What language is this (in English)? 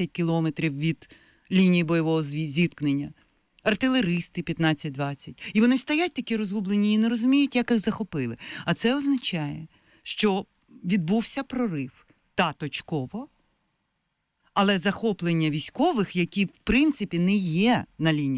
Ukrainian